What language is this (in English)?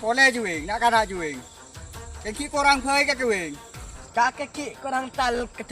Madurese